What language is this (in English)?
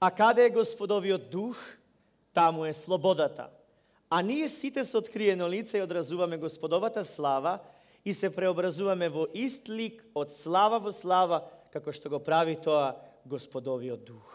Macedonian